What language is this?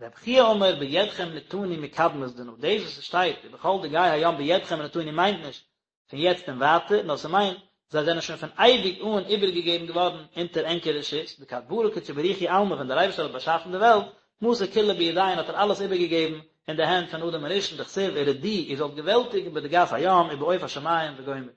Yiddish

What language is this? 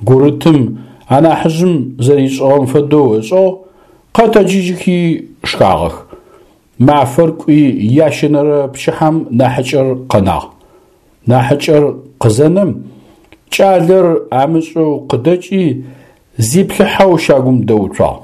Adyghe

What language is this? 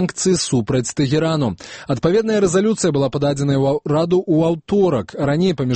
Belarusian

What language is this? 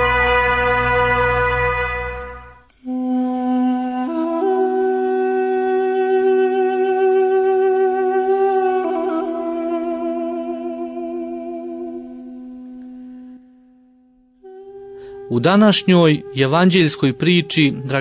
Croatian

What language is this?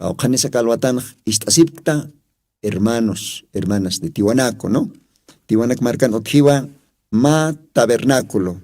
Aymara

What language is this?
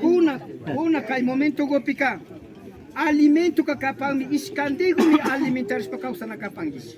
Imbabura Highland Quichua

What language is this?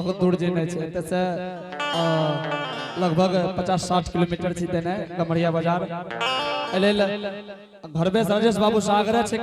Angika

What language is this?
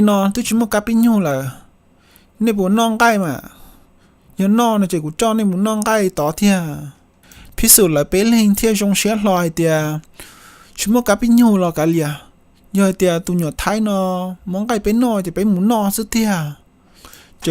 Hmong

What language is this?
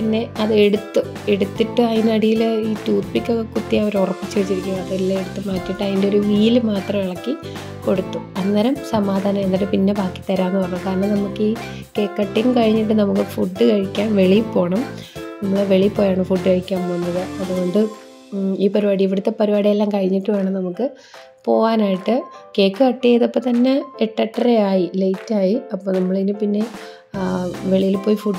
Malayalam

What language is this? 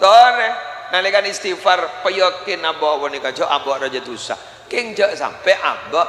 Madurese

